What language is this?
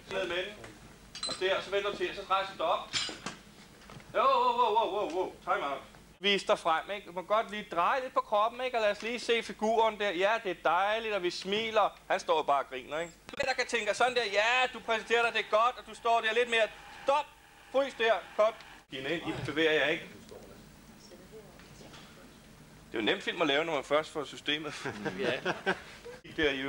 Danish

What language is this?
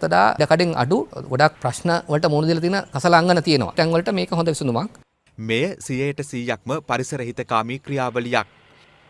Sinhala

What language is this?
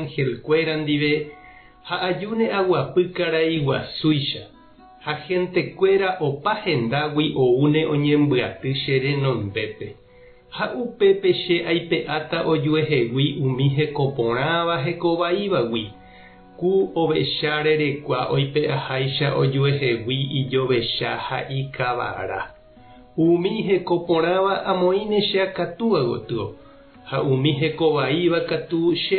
Guarani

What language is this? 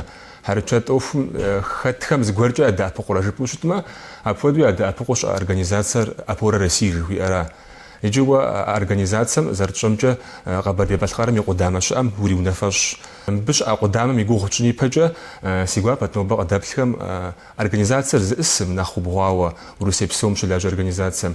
Kabardian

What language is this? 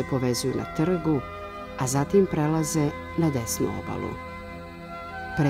Serbian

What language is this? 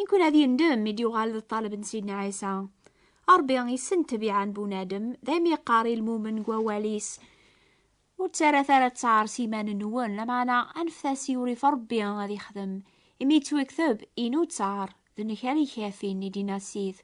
Kabyle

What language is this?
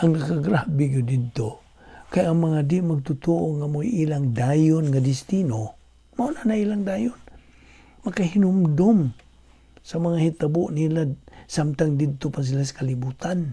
Cebuano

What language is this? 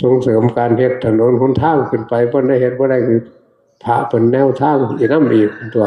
Northeastern Thai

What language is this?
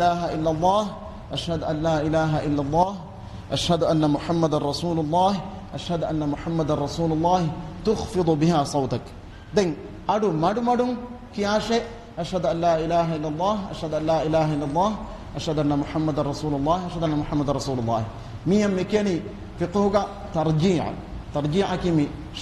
Divehi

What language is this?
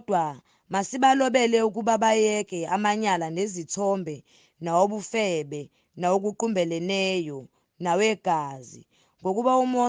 Zulu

